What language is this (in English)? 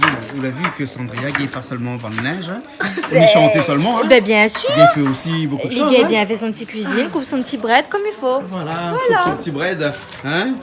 Réunion Creole French